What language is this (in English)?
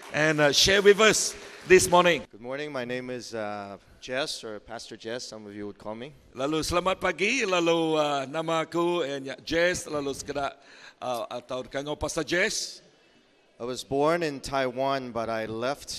Iban